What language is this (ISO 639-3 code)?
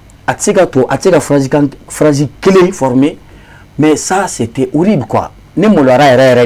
bam